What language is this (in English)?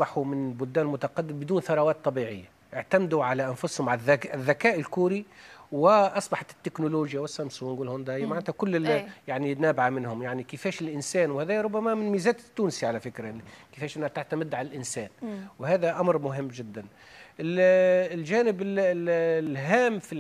Tunisian Arabic